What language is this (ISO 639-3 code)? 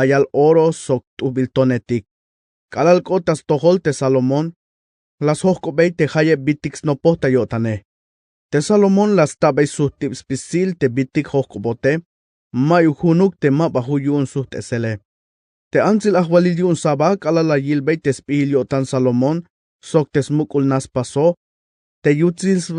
tzh